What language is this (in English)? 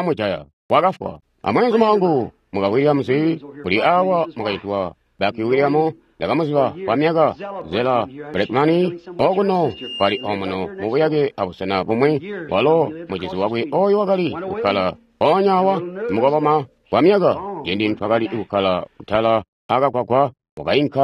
Tonga (Zambia)